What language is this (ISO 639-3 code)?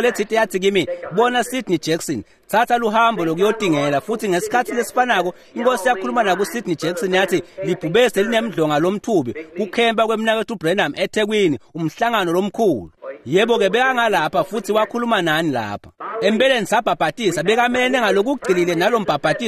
ssw